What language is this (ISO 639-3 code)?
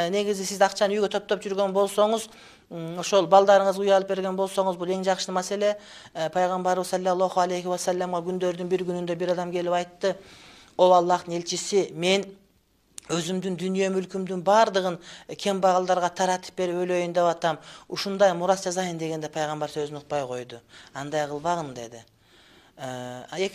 kir